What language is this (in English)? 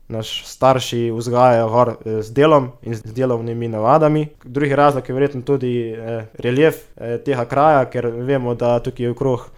Slovenian